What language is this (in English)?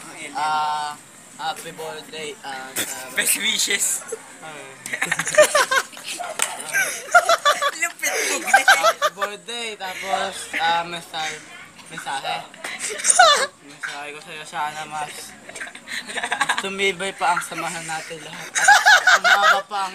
Filipino